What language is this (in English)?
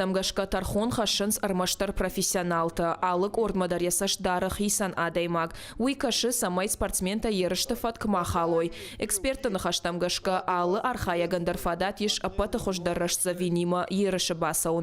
Ossetic